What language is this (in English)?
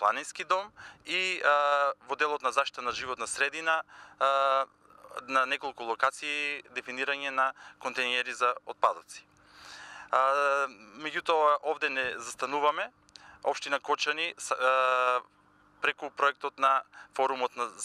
Macedonian